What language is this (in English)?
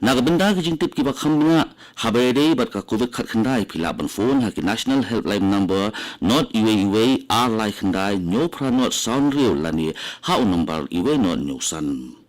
Khasi